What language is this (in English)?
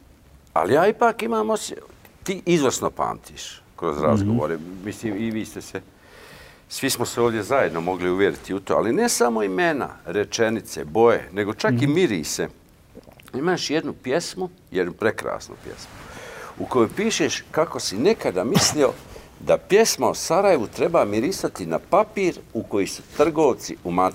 Bosnian